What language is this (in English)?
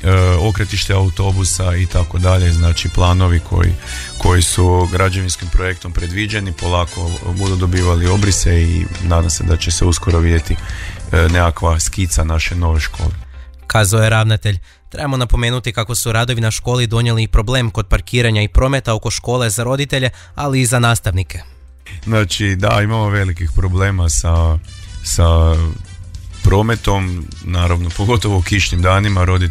Croatian